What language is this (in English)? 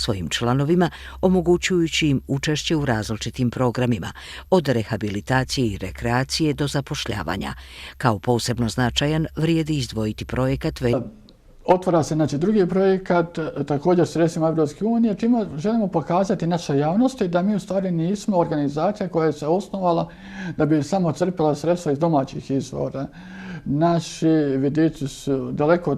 Bosnian